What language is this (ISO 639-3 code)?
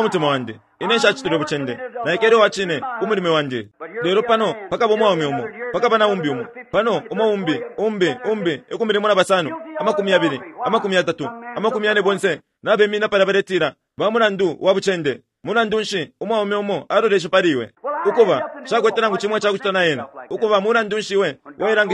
bem